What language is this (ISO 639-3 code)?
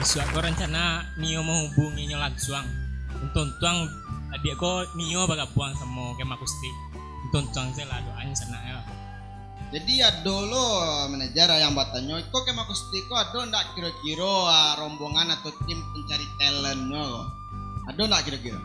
min